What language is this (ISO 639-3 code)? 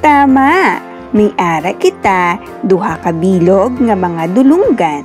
hil